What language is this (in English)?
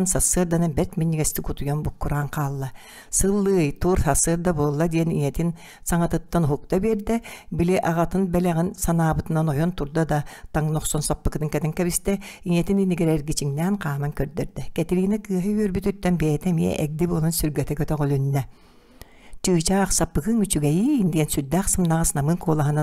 Yakut